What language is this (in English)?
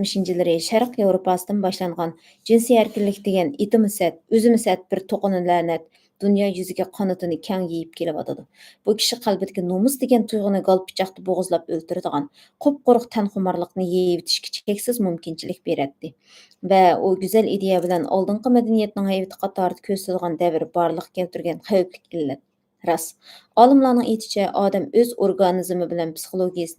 Uyghur